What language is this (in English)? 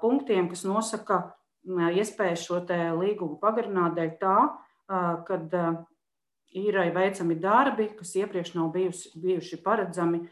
Latvian